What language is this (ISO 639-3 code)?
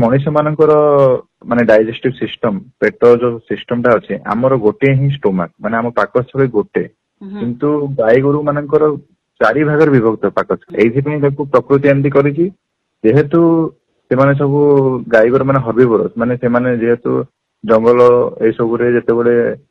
ori